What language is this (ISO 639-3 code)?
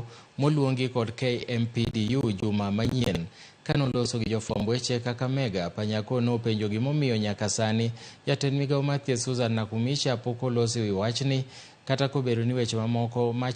luo